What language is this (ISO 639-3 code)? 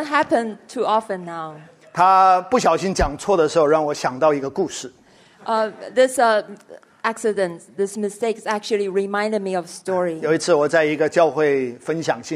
zho